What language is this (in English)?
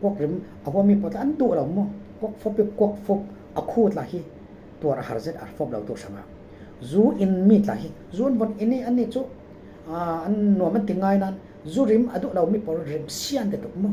Falam Chin